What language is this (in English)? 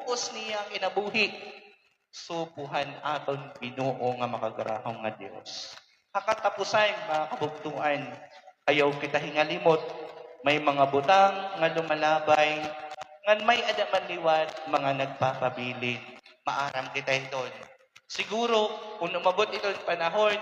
Waray